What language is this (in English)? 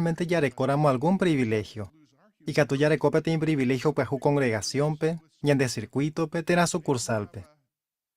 Guarani